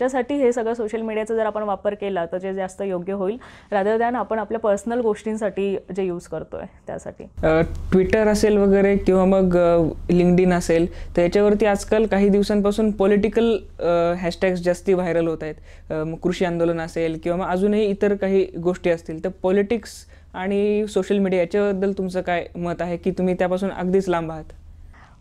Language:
Marathi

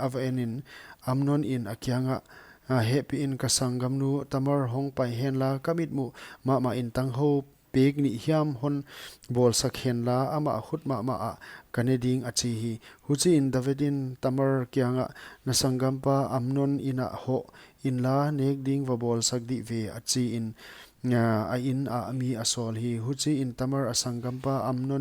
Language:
Paite Chin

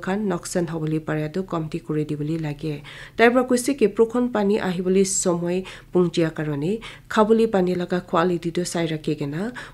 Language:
Naga Pidgin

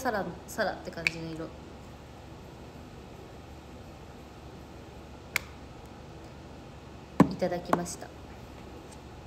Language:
Japanese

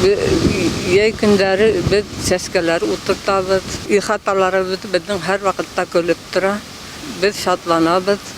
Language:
Bashkir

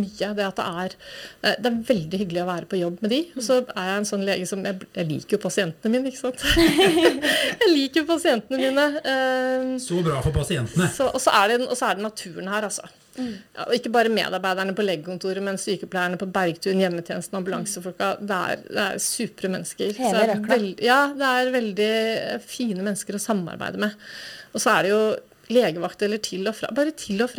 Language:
Norwegian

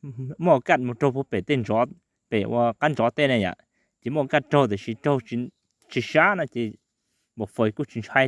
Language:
Hmong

